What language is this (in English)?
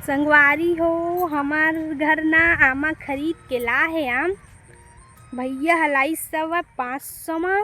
Chhattisgarhi